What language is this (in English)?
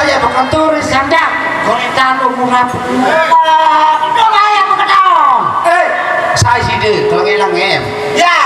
Sasak